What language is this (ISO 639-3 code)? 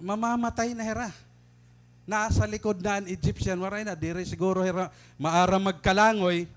war